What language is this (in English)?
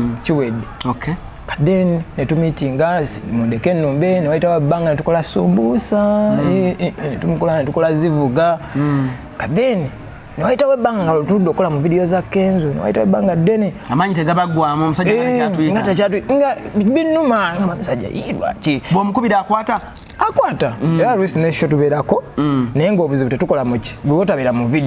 Ganda